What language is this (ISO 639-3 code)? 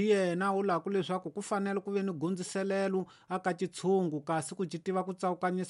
tso